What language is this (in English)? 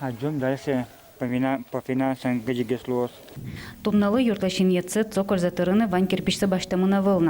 Udmurt